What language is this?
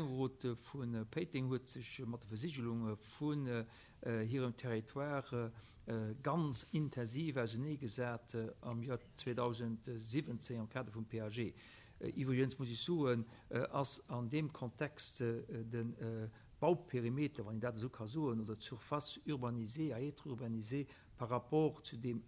Luxembourgish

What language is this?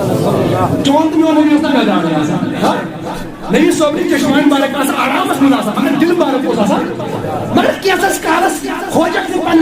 Kashmiri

